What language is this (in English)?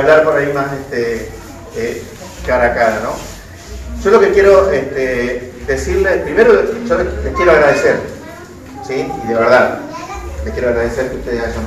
Spanish